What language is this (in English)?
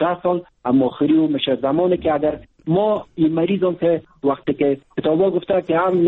Persian